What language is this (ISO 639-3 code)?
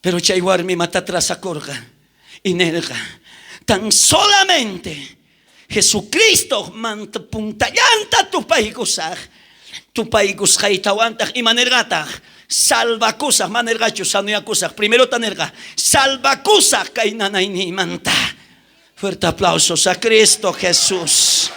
quh